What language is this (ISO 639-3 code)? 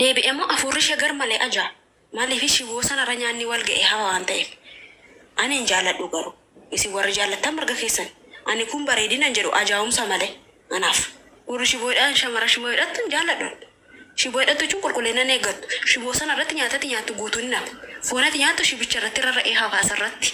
orm